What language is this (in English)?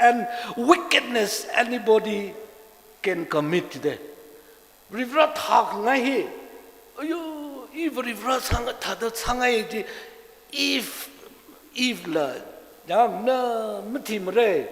Tangkhul Naga (India)